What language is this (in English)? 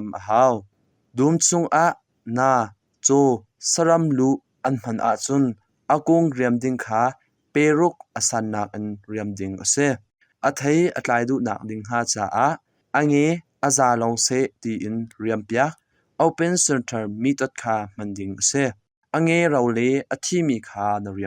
Hakha Chin